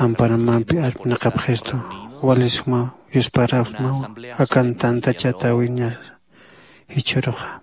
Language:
Aymara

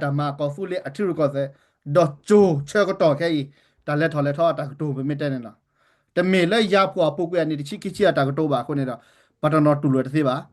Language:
S'gaw Karen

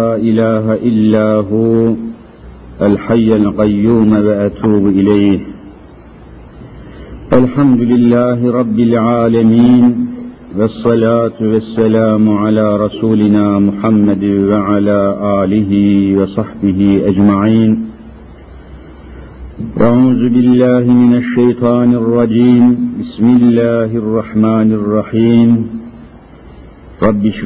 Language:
Turkish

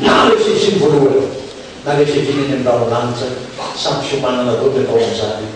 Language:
Malagasy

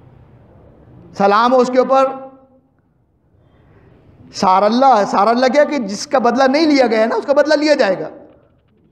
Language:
Urdu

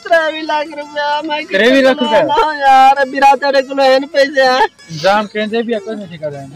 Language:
Saraiki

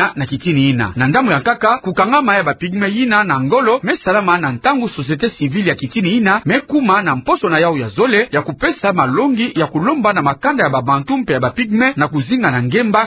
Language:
Kituba (Democratic Republic of Congo)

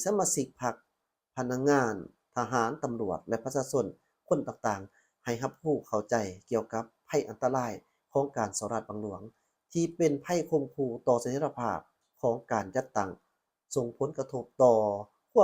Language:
Lao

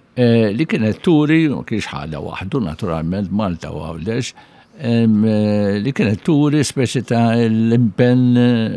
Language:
Maltese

